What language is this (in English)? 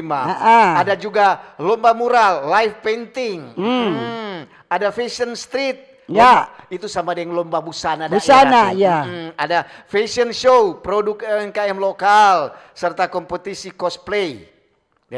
Manado Malay